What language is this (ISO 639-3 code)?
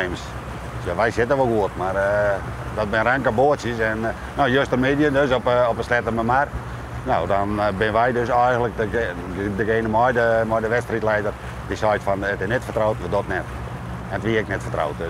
fry